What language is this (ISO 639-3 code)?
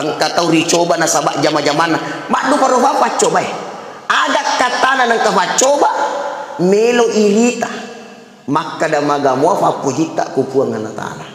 bug